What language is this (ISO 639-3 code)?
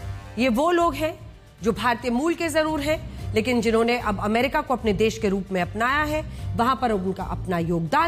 hin